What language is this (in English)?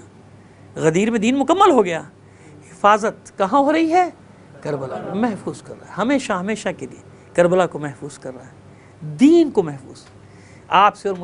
Urdu